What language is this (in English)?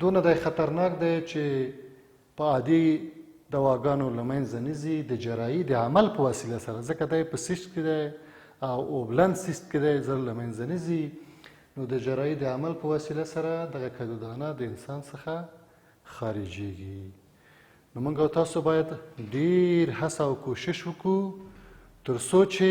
Pashto